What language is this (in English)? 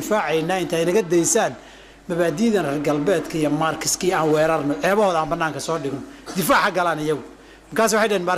Somali